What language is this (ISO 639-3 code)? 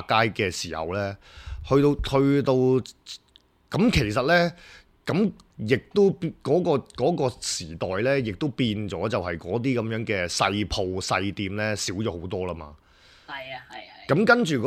yue